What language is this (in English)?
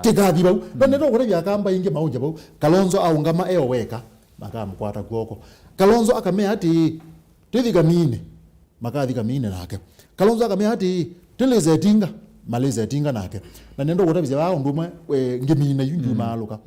Kamba